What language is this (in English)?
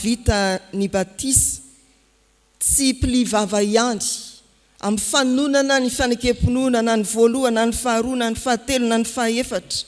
Malagasy